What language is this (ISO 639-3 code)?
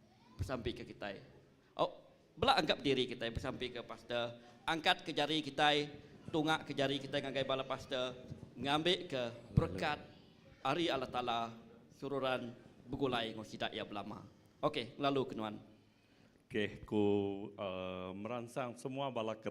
iba